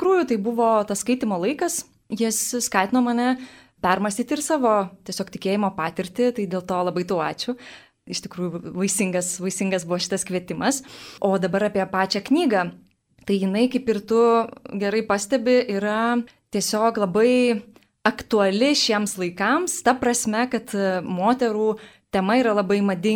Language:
Lithuanian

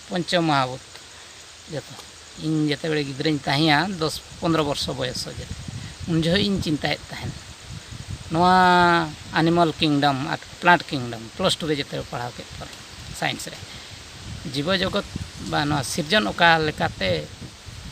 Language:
Santali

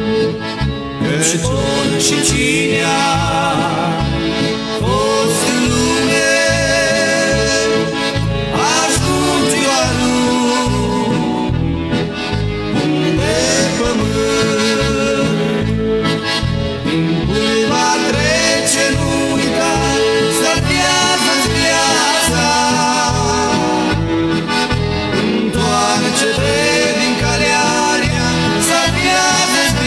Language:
Romanian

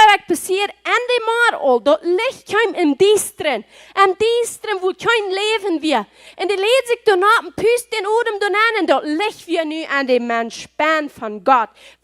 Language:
Plautdietsch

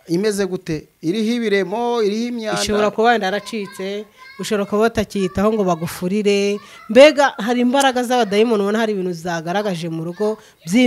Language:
Kinyarwanda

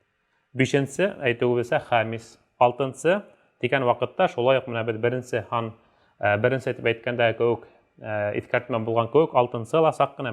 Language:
Bashkir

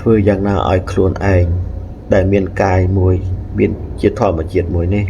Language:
Khmer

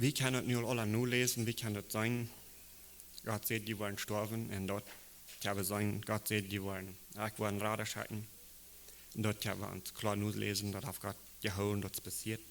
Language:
Plautdietsch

